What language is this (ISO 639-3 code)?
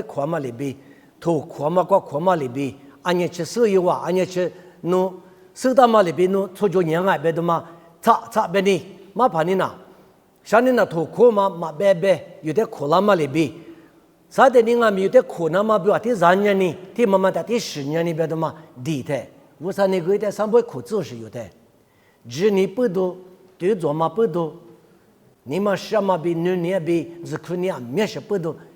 lis